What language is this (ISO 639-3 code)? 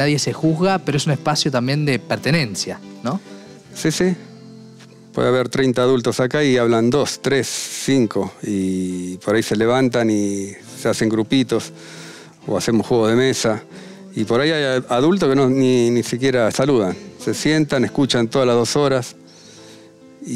spa